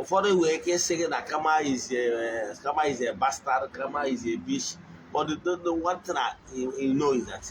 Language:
Igbo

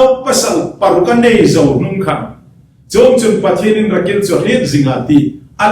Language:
Hmar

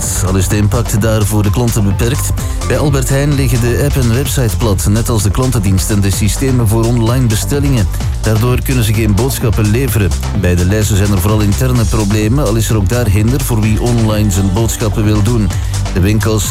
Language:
Dutch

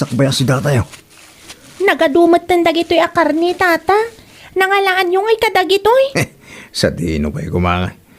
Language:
Iloko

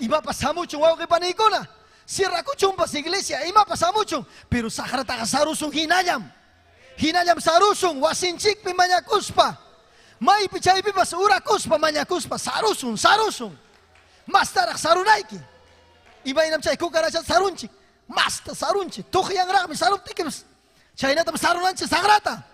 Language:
Ayacucho Quechua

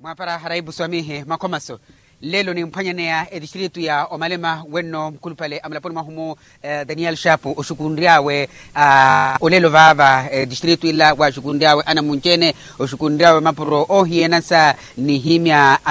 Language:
Makhuwa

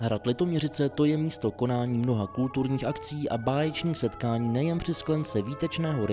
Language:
Czech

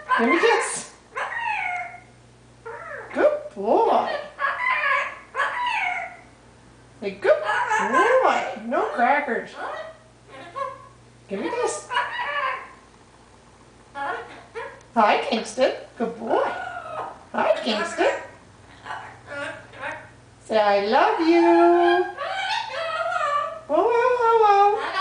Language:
English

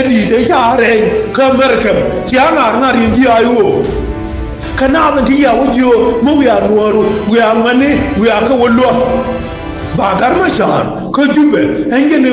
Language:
Nuer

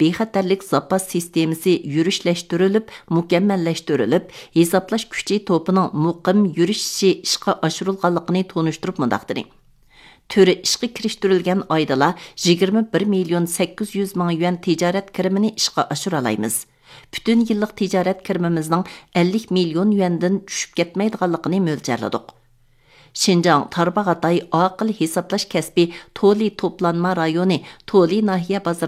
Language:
Uyghur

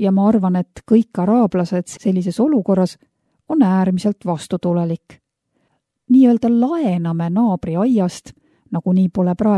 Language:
Estonian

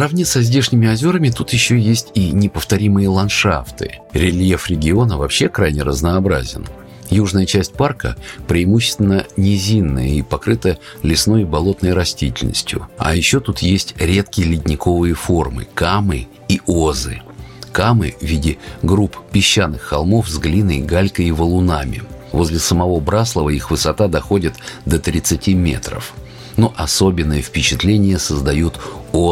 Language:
Russian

